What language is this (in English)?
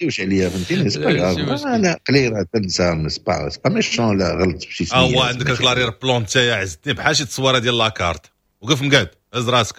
Moroccan Arabic